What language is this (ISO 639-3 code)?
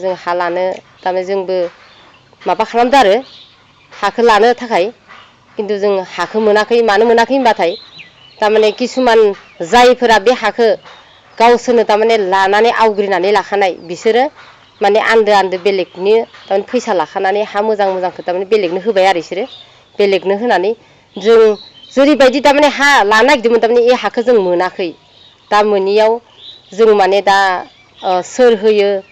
brx